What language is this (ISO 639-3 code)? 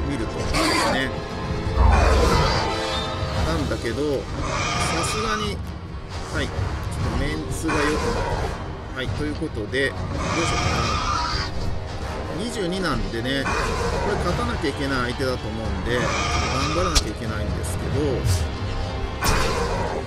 jpn